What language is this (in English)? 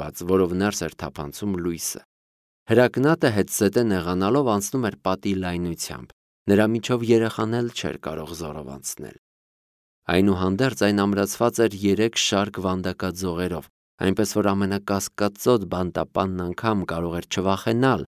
Armenian